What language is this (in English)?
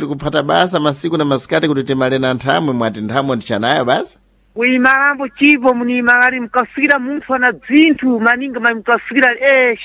Sena